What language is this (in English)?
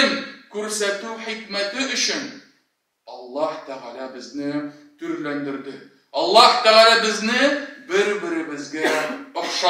Tatar